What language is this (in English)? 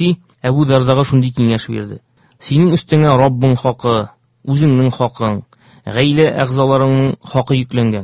Tatar